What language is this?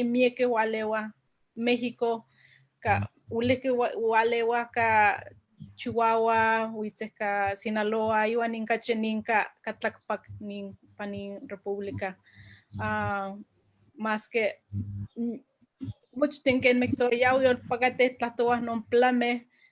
Eastern Huasteca Nahuatl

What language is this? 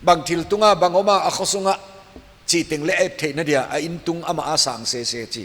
Paite Chin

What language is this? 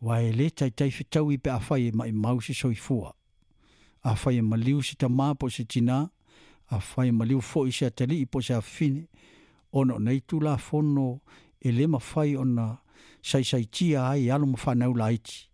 Samoan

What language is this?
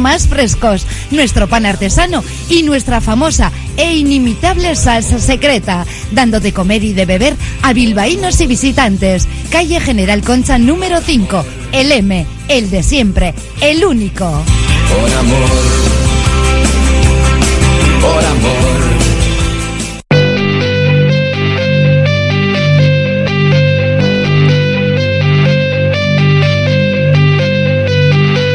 Spanish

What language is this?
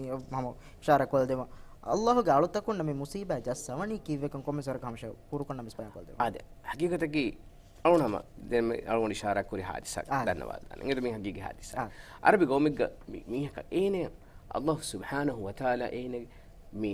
Divehi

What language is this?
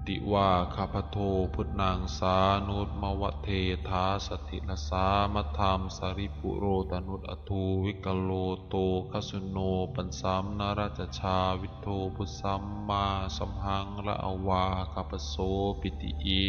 Pali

